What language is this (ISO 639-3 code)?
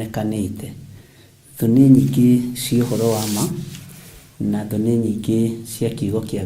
kik